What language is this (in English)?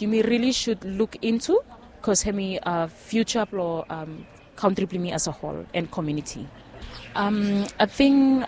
Bislama